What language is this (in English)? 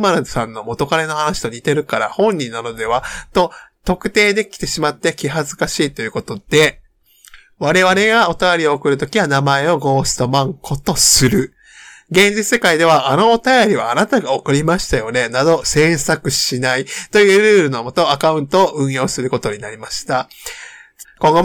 Japanese